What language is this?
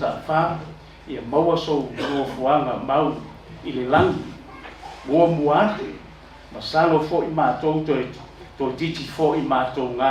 Samoan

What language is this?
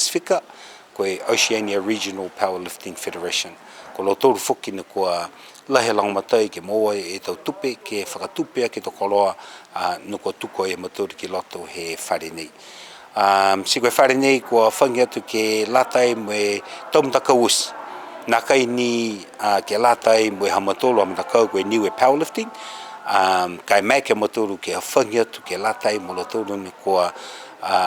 Niuean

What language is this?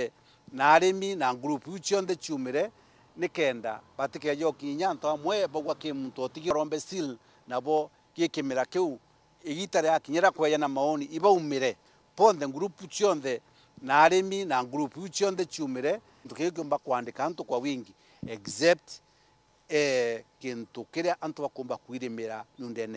Meru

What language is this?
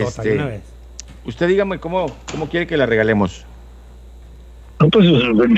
Spanish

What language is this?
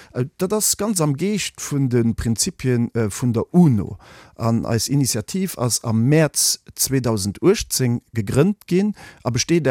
Luxembourgish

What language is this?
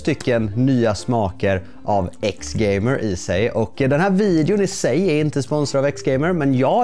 Swedish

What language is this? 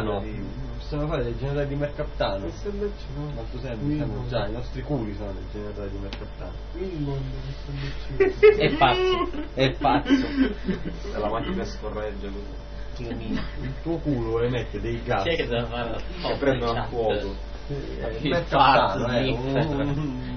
Italian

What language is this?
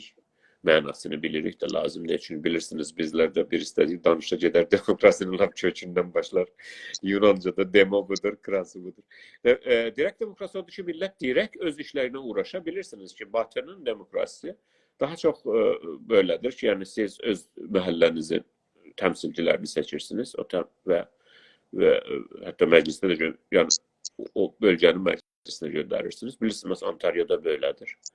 South Azerbaijani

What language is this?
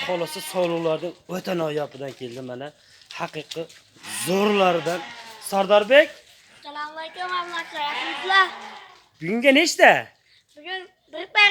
Uzbek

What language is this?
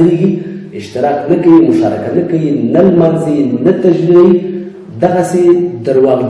Pashto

